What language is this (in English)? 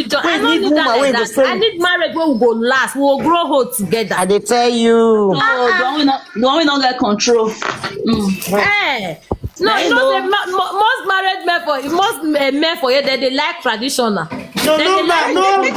Nigerian Pidgin